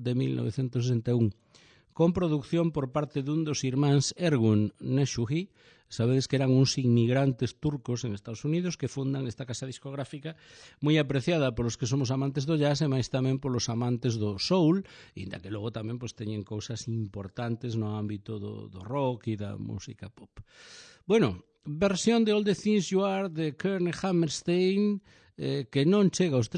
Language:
Galician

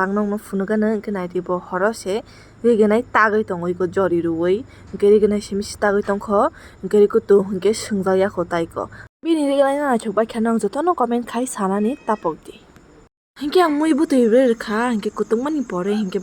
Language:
Kok Borok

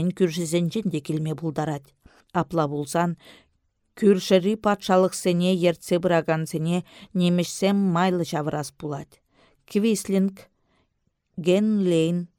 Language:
Chuvash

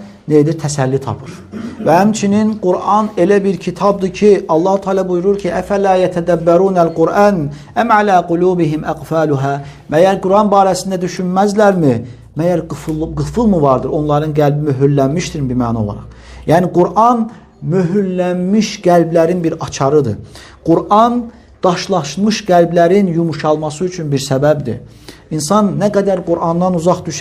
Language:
Azerbaijani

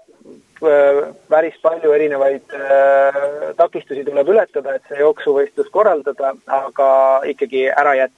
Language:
Estonian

